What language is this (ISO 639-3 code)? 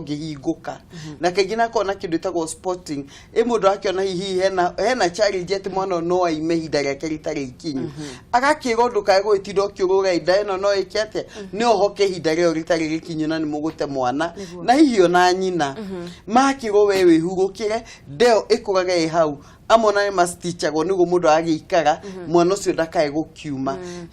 kik